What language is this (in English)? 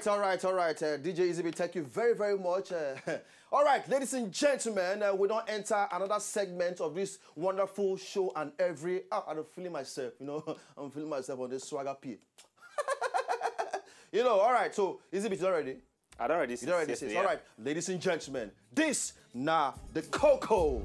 Nigerian Pidgin